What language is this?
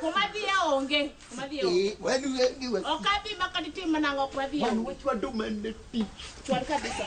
Luo (Kenya and Tanzania)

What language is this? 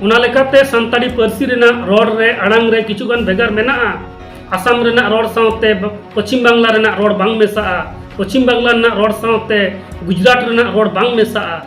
Santali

